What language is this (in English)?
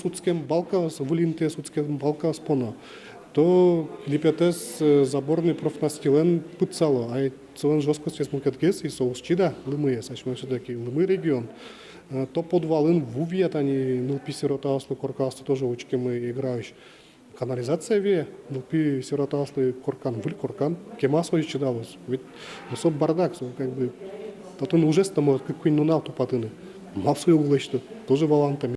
Udmurt